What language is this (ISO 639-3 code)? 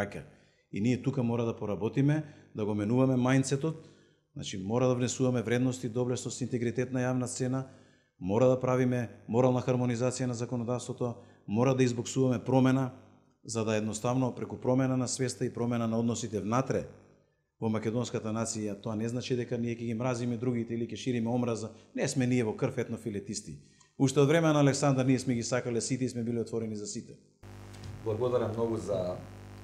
mkd